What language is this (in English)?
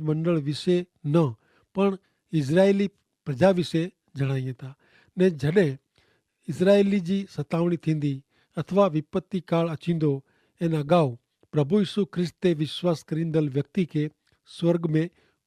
Kachhi